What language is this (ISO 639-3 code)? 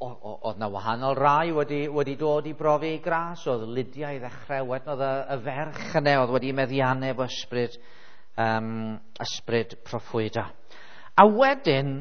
cym